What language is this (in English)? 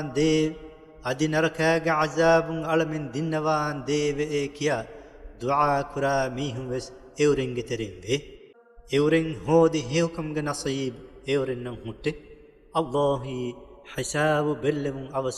Divehi